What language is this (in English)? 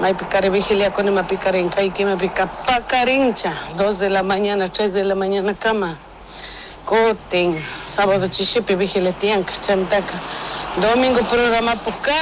Chimborazo Highland Quichua